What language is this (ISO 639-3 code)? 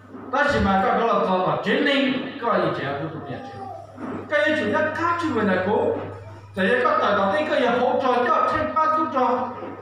hmn